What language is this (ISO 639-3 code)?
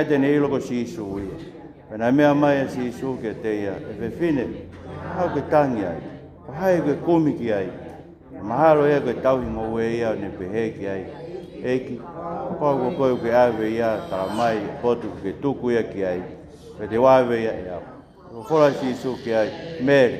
ton